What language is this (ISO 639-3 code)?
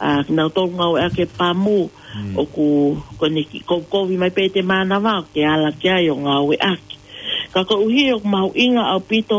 ton